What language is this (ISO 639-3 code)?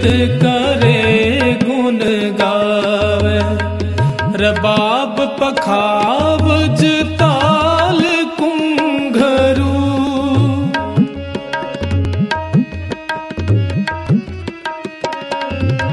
hin